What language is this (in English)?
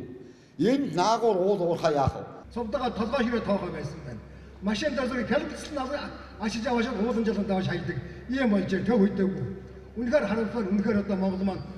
Mongolian